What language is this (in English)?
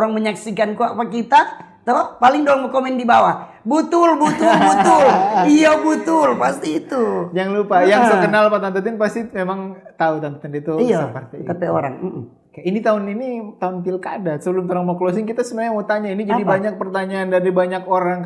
Manado Malay